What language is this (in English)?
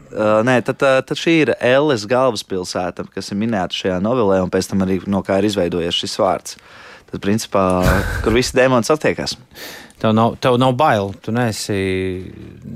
Latvian